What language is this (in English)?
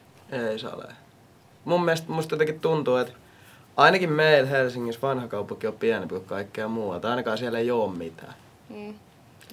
Finnish